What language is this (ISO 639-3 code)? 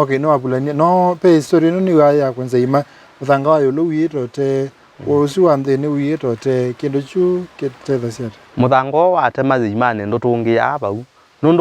kam